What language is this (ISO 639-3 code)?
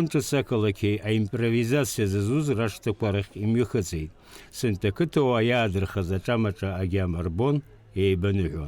abk